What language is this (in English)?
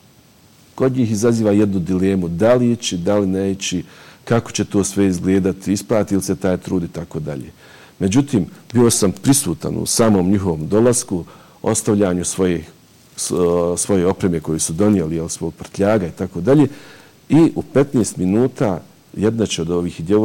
Bosnian